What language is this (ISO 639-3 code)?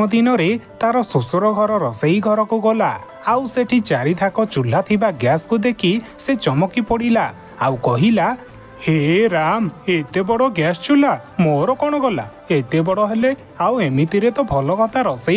ori